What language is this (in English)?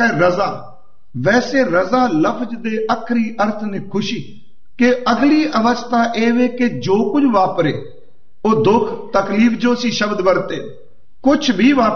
Punjabi